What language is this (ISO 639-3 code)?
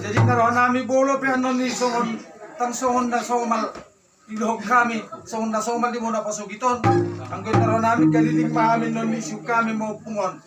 bbc